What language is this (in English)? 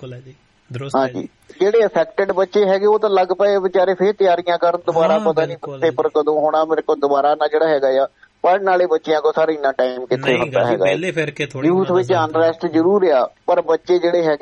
Punjabi